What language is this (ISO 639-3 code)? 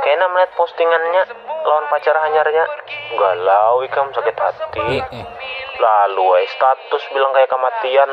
bjn